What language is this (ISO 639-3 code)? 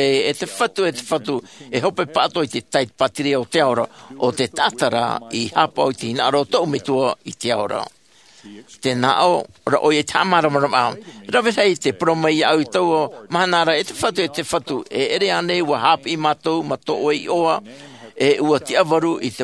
tah